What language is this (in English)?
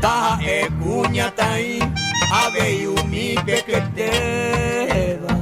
Guarani